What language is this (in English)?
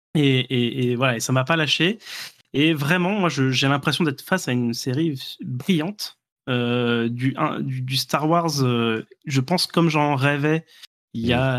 French